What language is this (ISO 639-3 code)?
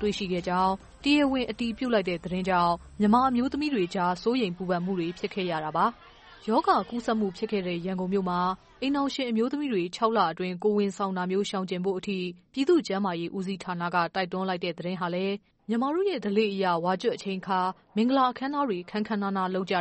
mya